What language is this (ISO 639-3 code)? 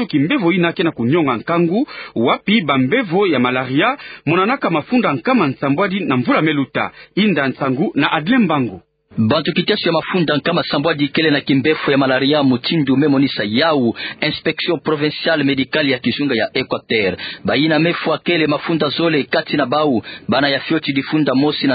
ktu